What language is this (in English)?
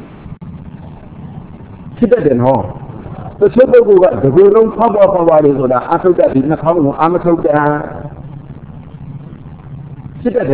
Burmese